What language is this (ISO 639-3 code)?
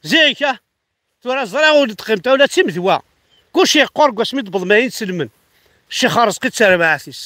kab